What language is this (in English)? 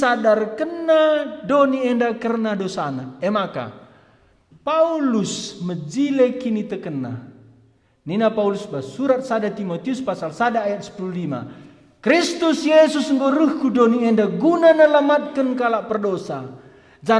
Batak Karo